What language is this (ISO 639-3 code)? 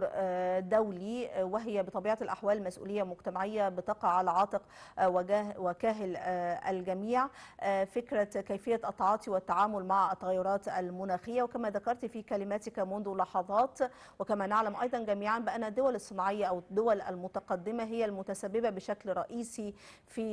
ara